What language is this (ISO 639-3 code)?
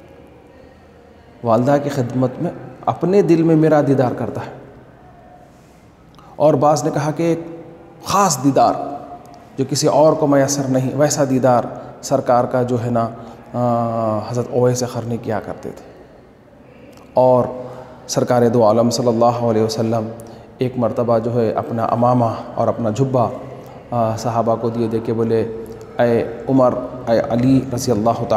urd